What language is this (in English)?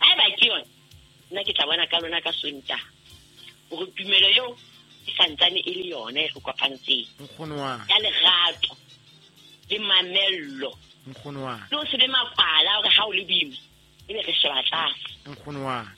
Southern Sotho